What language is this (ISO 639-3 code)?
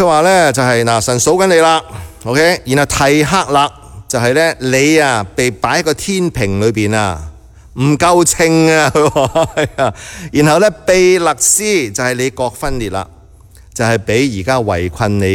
yue